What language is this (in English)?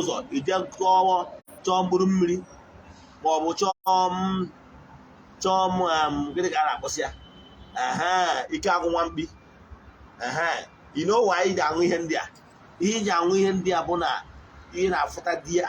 Igbo